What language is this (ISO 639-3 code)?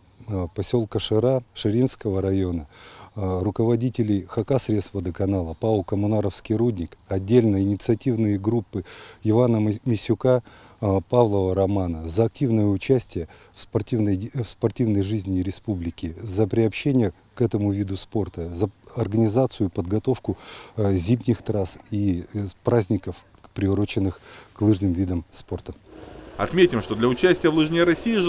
rus